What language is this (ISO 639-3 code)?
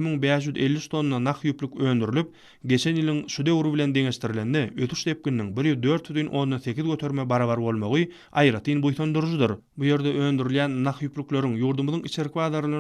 tuk